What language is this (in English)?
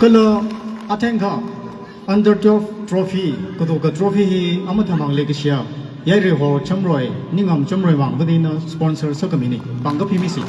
Tangkhul Naga (India)